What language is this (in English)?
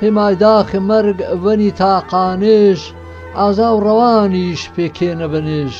Gurani